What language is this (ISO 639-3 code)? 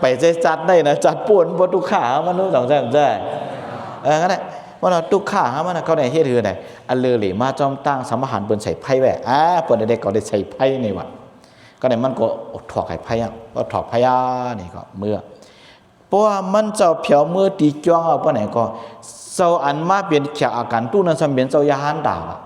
shn